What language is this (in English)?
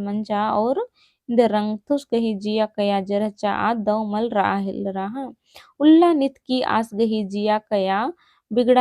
Kurukh